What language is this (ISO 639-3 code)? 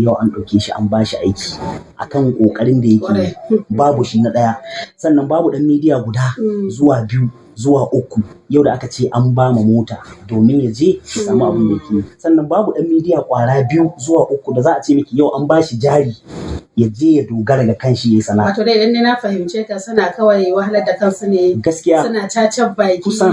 hau